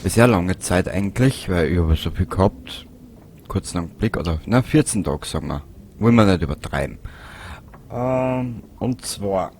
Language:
Bavarian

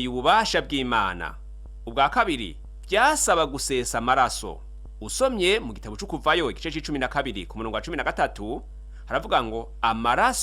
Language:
Rundi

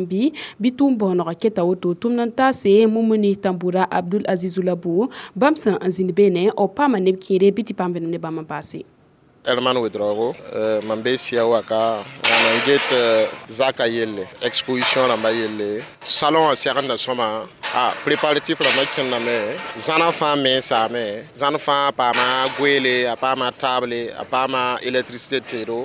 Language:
Mossi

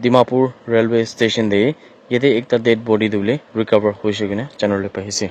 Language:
Naga Pidgin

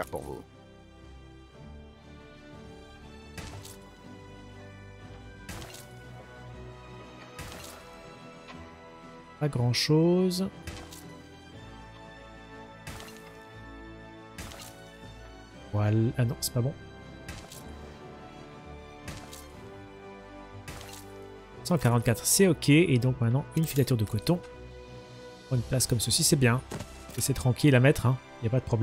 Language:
French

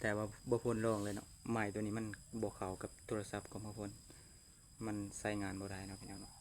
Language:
Lao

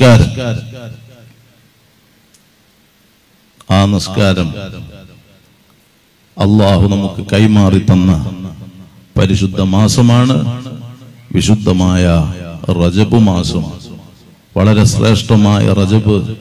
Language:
Malayalam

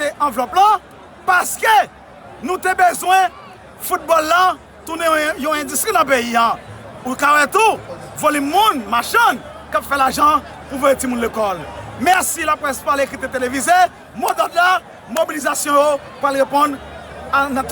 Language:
Haitian Creole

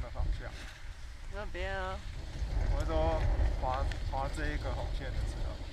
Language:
Chinese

